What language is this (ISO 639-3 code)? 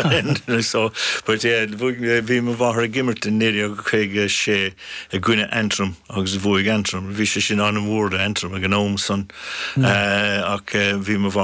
gle